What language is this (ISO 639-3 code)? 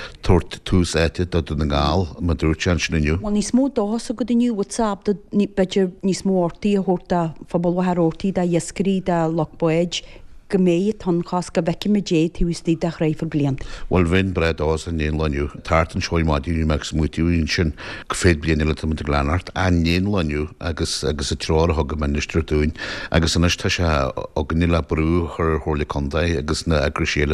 gle